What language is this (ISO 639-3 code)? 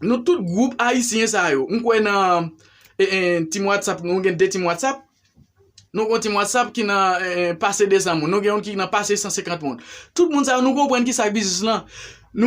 hat